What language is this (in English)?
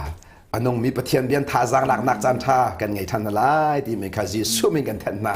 Hakha Chin